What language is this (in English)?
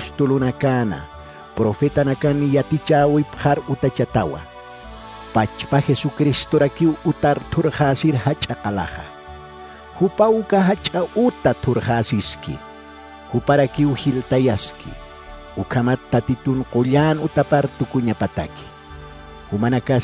Aymara